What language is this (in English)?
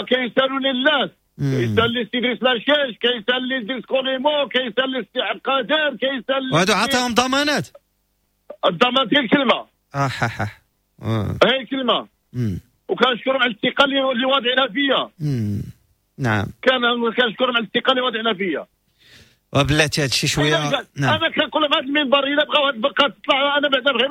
Moroccan Arabic